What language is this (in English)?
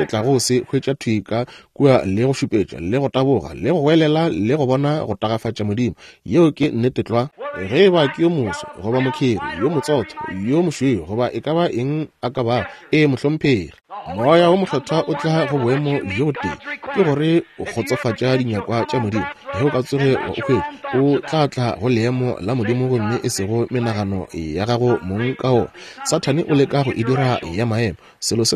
Northern Sotho